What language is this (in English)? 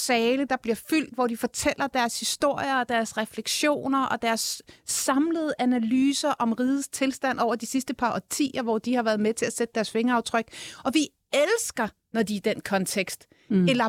Danish